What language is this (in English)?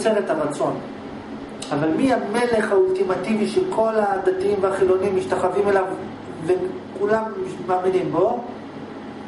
Hebrew